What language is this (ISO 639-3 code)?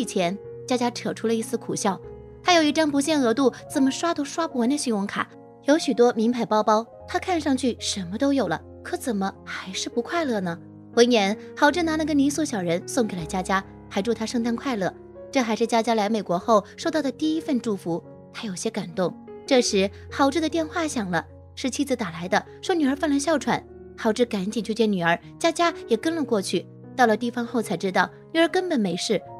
zho